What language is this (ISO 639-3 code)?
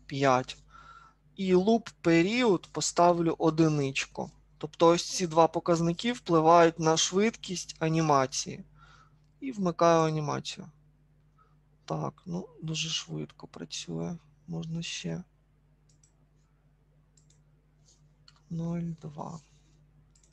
ukr